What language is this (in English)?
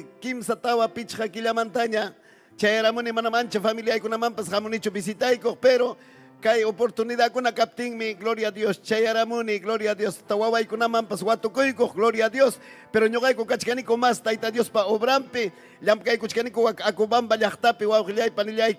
Ayacucho Quechua